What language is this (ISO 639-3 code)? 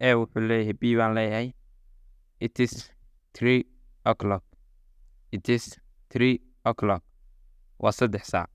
som